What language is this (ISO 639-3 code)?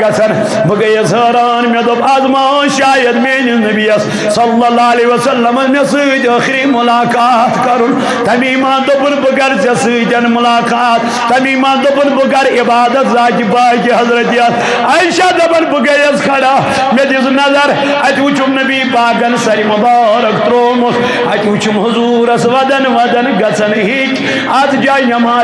kas